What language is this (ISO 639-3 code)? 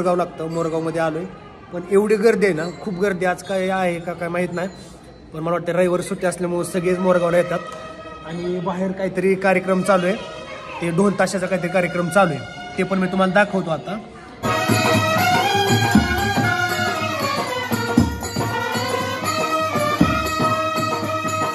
mar